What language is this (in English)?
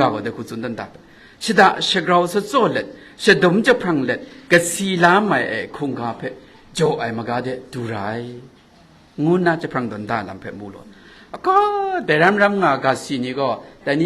Kachin